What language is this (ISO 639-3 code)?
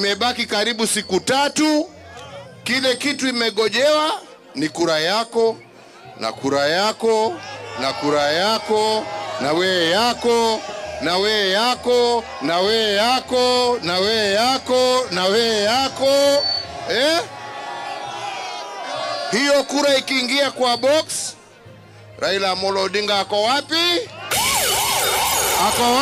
swa